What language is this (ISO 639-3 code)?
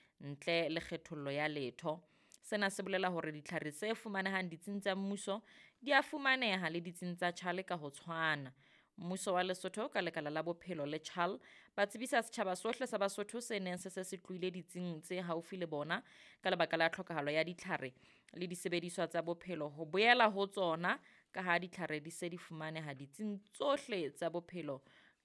sot